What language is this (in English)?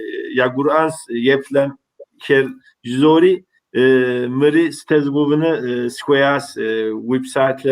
Kabardian